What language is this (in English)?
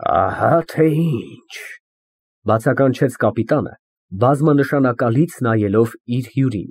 Armenian